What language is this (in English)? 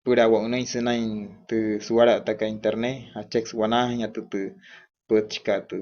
Wayuu